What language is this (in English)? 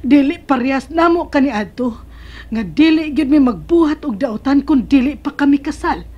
Cebuano